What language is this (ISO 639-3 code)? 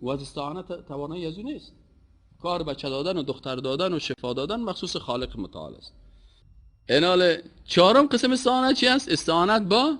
fas